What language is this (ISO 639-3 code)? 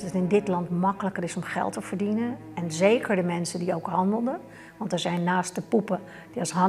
fry